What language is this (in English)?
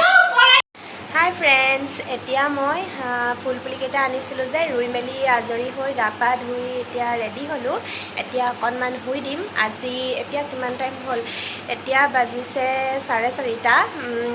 Assamese